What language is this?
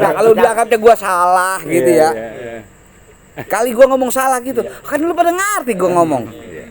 Betawi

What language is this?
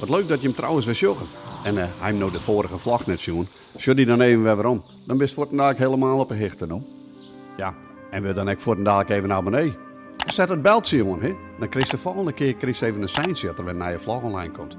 Western Frisian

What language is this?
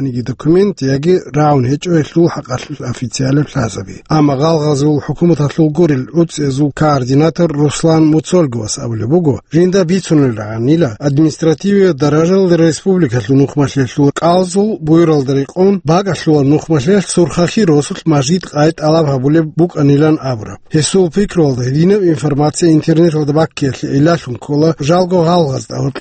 Avaric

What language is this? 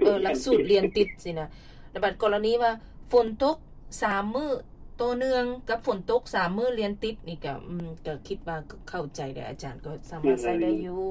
Lao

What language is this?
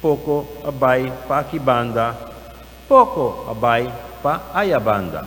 Papiamento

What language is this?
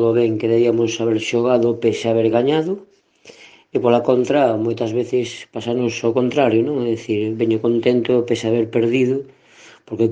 Galician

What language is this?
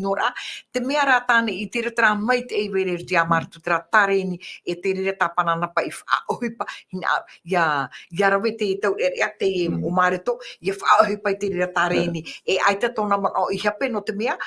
Tahitian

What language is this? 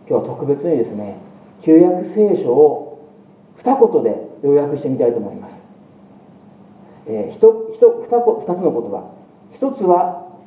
Japanese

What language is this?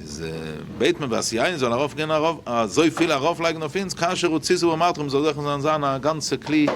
Yiddish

